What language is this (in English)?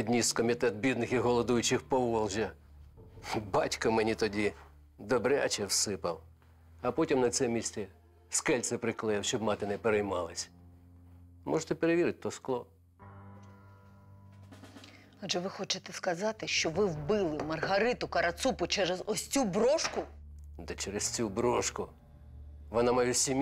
Ukrainian